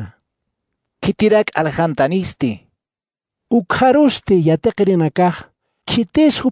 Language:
Aymara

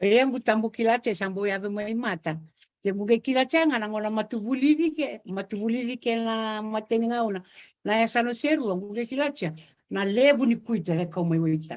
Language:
Fijian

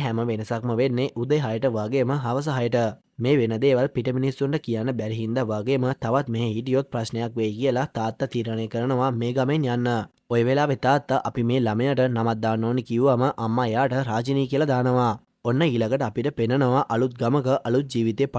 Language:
Sinhala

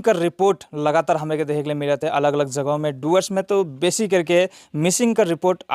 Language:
Sadri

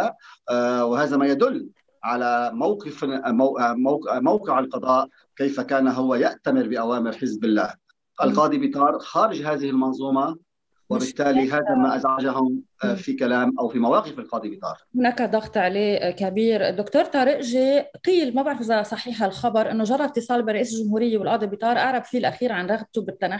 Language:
Arabic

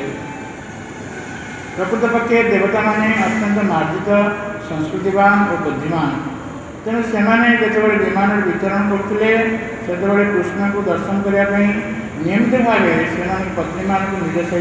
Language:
Odia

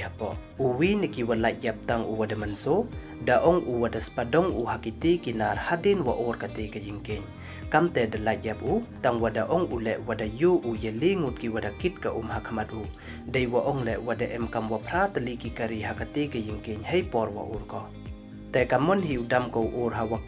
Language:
Pnar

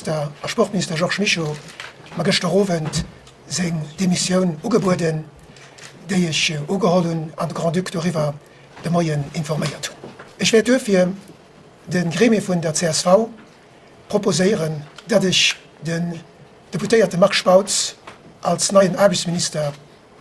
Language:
Luxembourgish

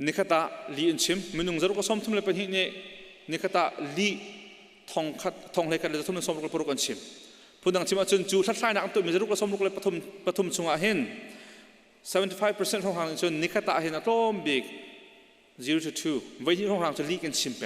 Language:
Hakha Chin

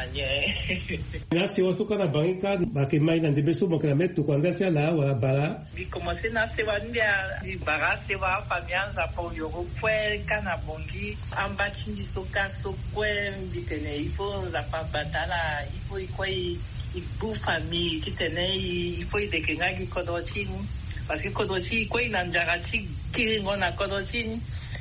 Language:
Sango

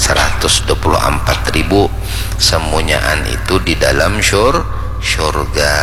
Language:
Banjar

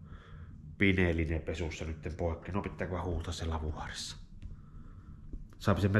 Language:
Finnish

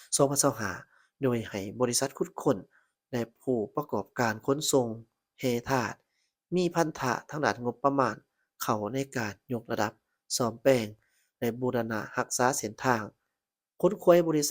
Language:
Lao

